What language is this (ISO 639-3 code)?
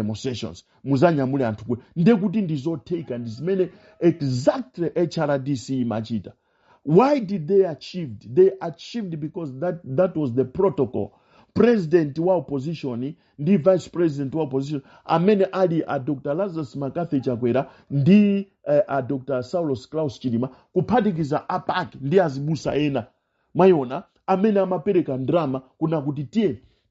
nya